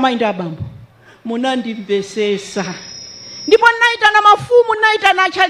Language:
Nyanja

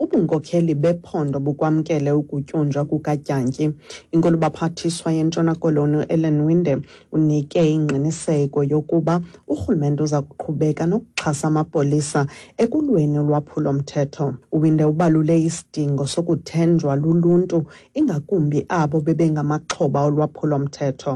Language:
Xhosa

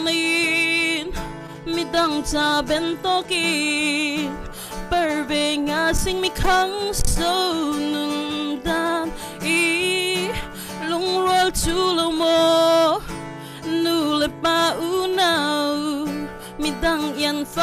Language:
Falam Chin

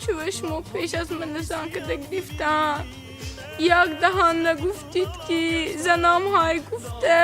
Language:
Tajik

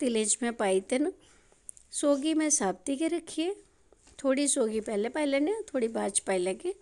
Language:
Dogri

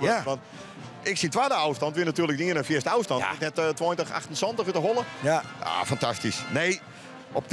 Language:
Western Frisian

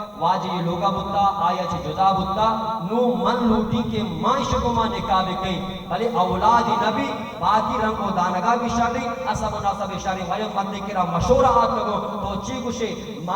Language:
Baluchi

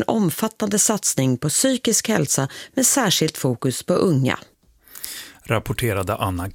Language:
Swedish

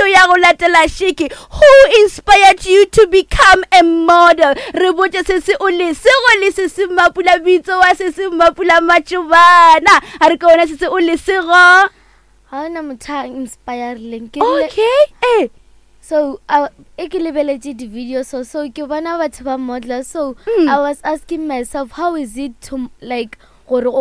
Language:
Northern Sotho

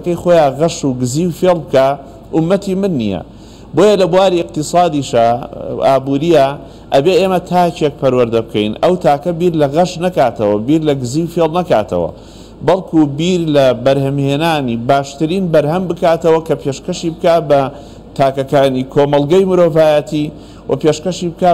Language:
Central Kurdish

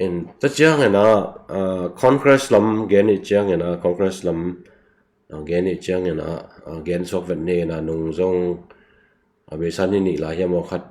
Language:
Tedim Chin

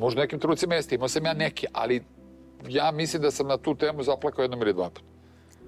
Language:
Serbian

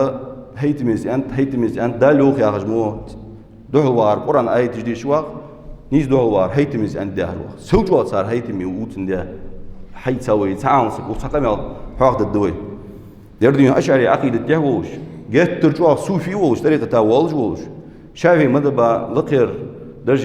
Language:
Ingush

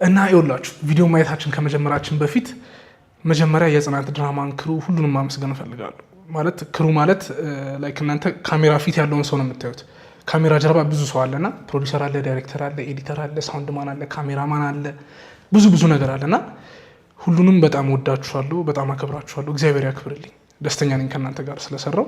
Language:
Amharic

